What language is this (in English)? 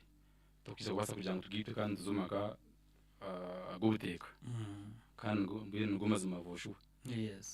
Nyankole